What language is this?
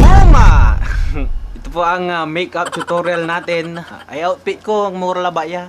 Pangasinan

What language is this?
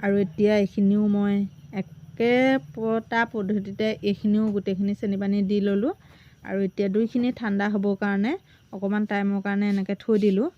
Assamese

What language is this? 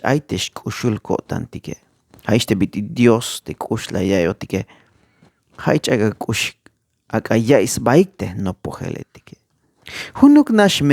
Tzeltal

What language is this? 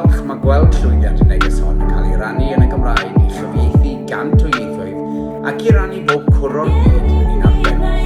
Welsh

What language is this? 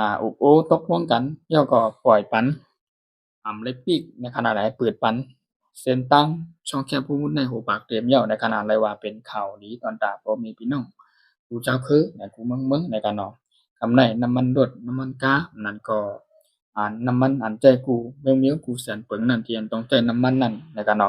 Shan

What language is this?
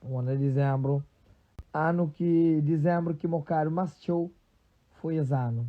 Kabuverdianu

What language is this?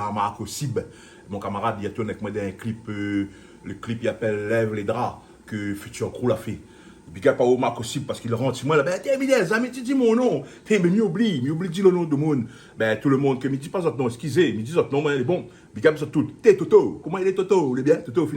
Réunion Creole French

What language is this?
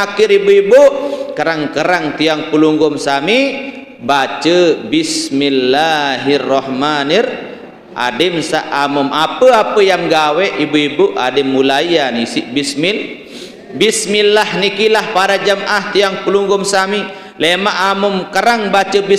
Sasak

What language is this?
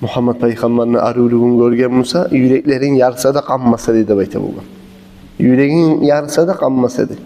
Kumyk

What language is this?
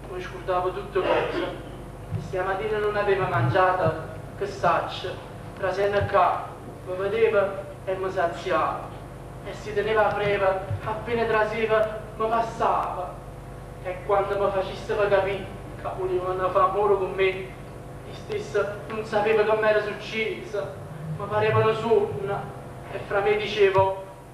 Neapolitan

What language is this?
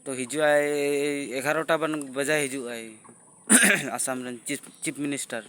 Santali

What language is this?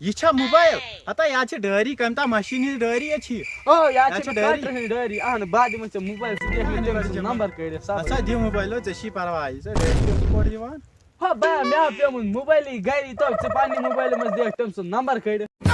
Kashmiri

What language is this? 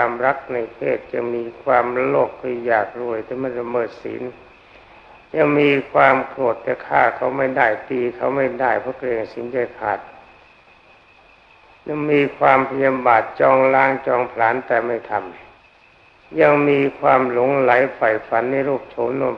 Thai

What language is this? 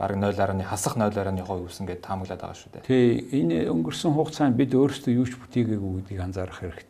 Mongolian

